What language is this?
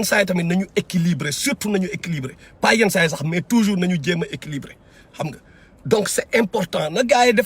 Wolof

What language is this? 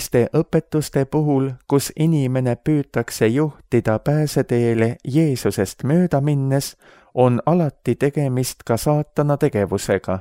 Estonian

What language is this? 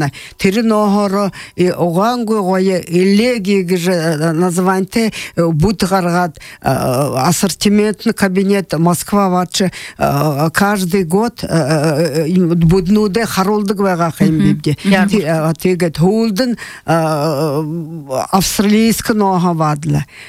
Buriat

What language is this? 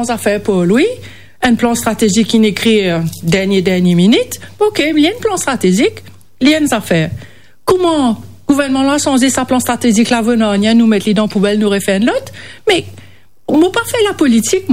Morisyen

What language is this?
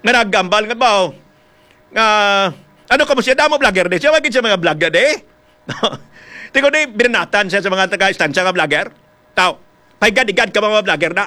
Hiligaynon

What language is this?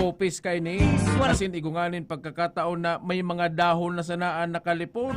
Bikol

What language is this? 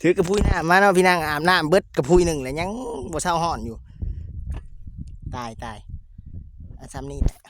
Lao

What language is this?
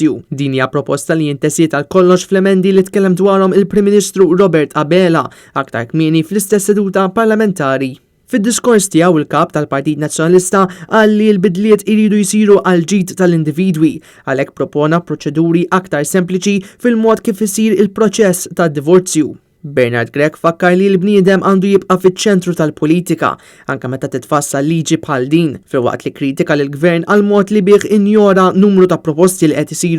Maltese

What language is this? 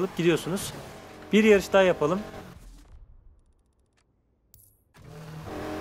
Turkish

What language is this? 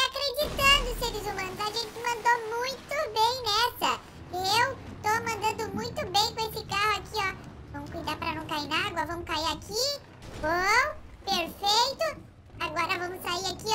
Portuguese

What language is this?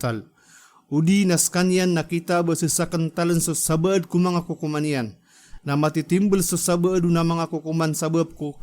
Maranao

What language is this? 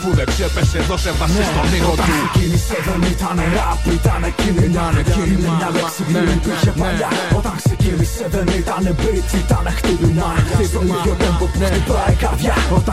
Greek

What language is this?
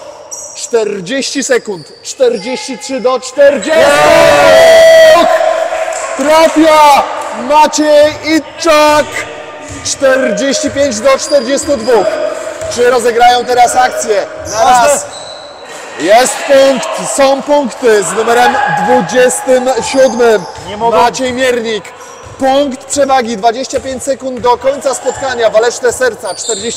Polish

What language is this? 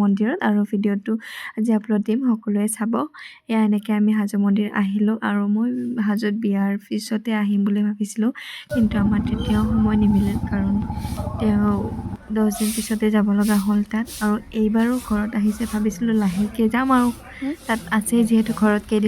Assamese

